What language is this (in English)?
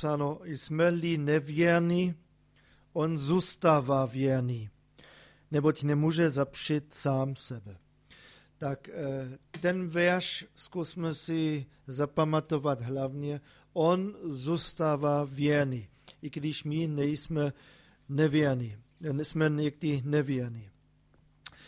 Czech